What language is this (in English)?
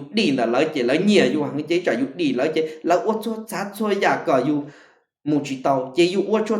Hmong